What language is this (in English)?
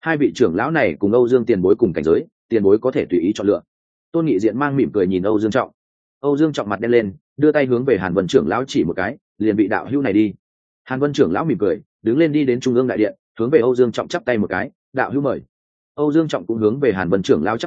Vietnamese